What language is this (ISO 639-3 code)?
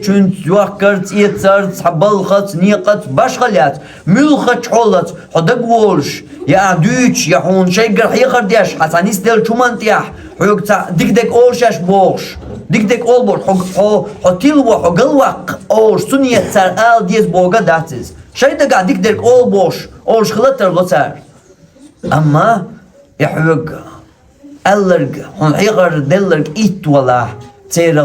che